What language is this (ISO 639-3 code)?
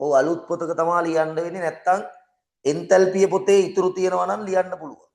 sin